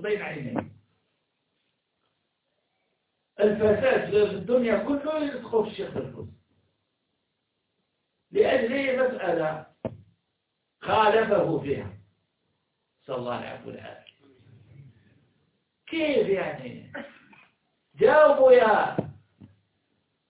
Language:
Arabic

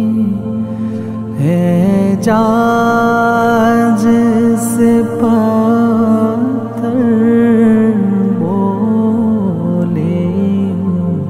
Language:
Urdu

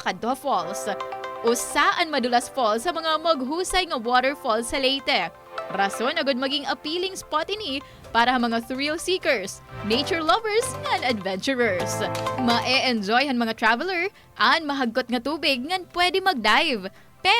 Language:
Waray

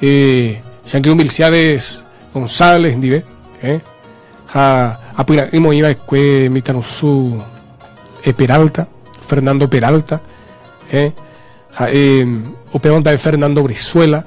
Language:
Guarani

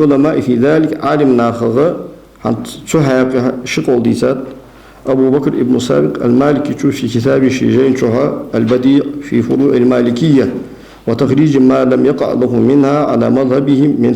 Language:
Ingush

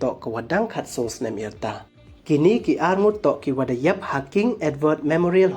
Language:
Pnar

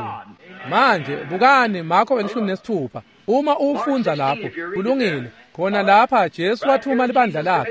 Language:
Swati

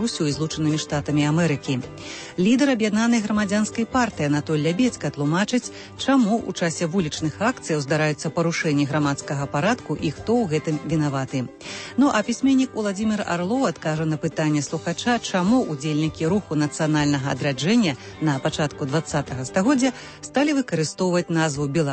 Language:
Belarusian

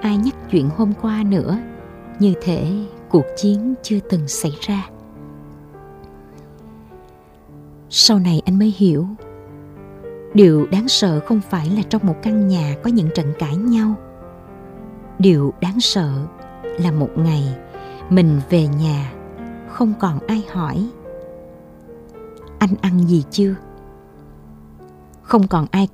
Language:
Vietnamese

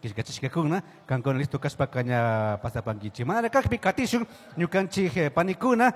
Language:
Chimborazo Highland Quichua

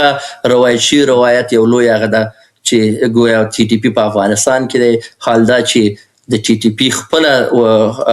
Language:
Pashto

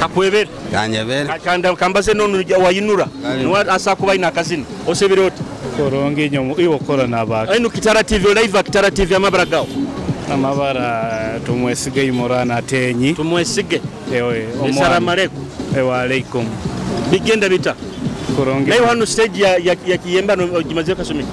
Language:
Nyoro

